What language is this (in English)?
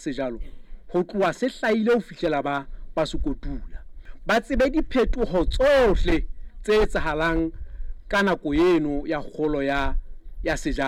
Southern Sotho